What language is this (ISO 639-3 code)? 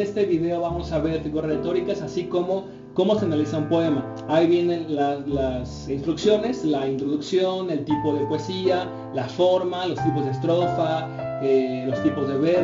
spa